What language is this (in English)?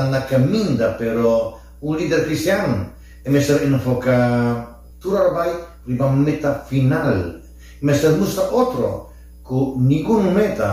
Papiamento